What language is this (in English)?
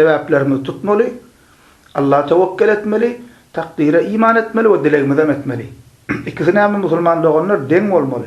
Turkmen